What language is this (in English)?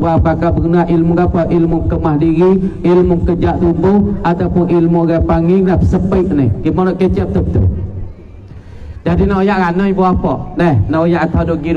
Pattani Malay